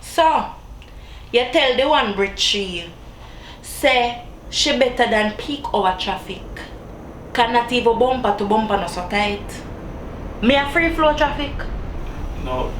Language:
Jamaican Creole English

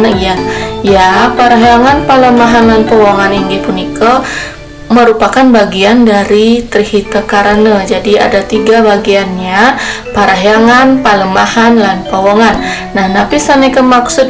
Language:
Balinese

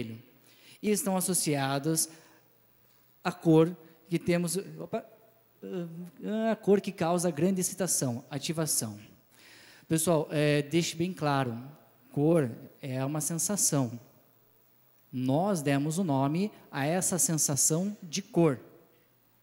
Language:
Portuguese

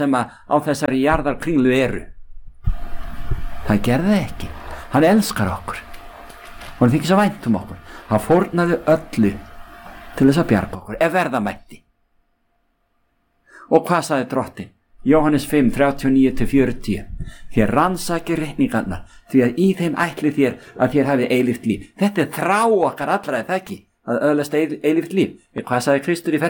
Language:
Icelandic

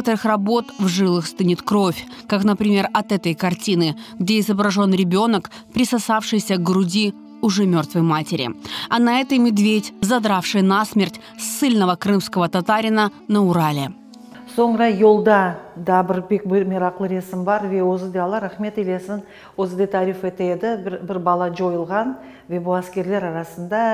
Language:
Crimean Tatar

